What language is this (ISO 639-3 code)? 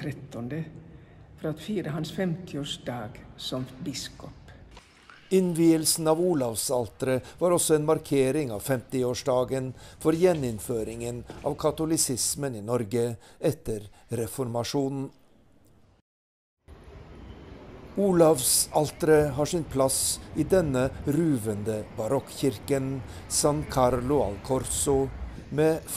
nor